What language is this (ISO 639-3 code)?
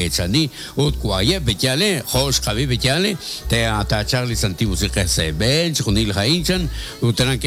kek